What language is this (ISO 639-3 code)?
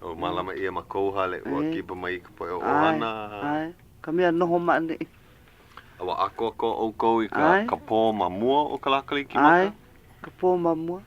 haw